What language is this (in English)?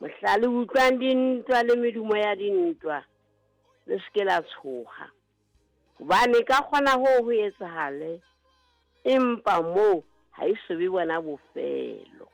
Southern Sotho